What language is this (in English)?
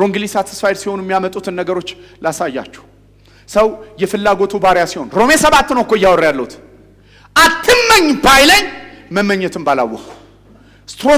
Amharic